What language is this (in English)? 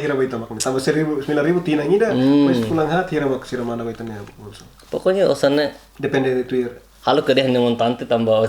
Tetum